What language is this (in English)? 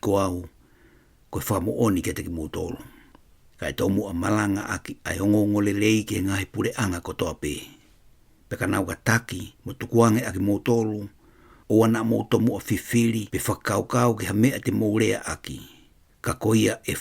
Tongan